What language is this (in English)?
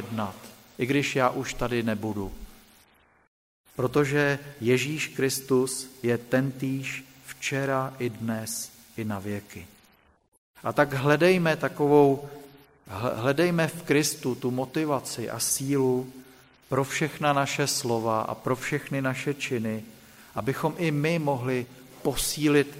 Czech